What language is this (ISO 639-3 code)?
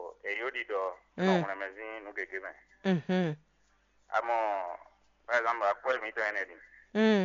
fon